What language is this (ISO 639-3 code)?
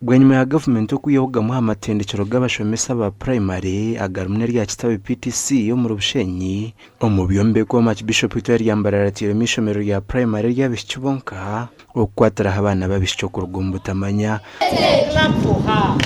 nyn